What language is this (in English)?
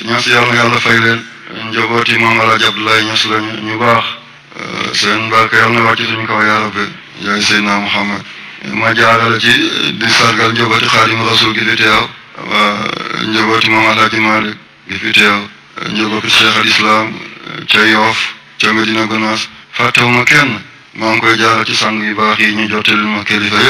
Wolof